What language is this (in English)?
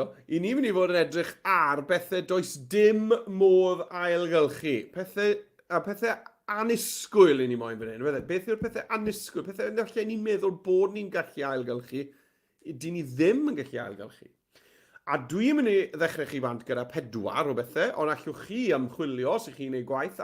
Welsh